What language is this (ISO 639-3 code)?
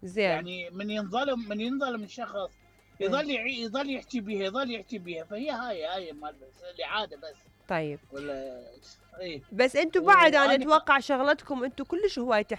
acm